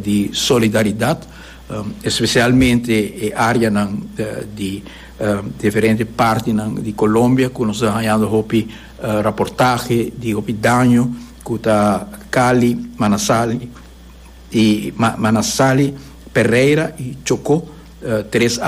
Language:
Papiamento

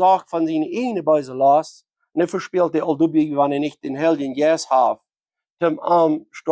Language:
Plautdietsch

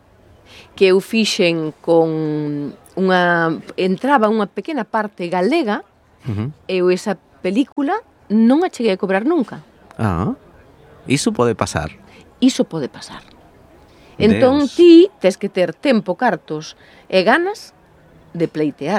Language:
Galician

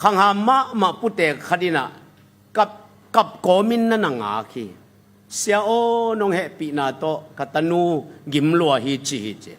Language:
Tedim Chin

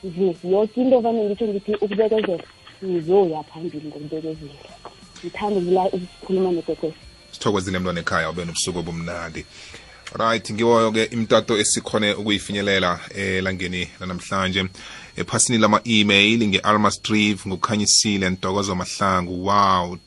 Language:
South Ndebele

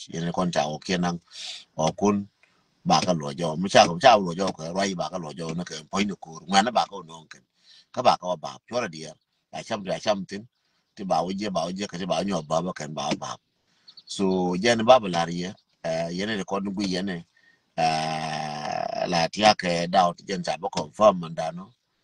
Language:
Nuer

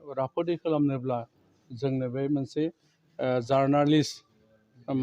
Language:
Bodo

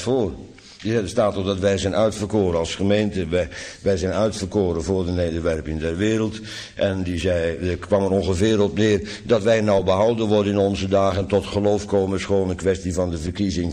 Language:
Dutch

